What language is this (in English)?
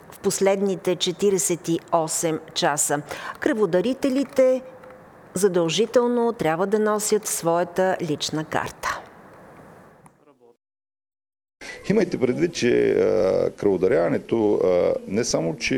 Bulgarian